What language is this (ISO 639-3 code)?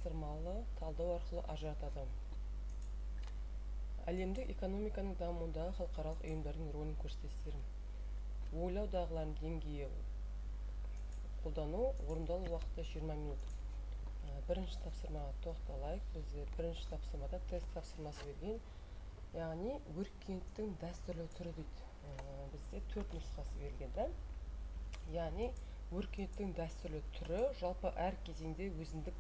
kaz